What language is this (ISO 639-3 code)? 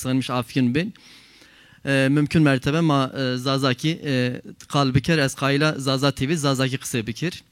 zza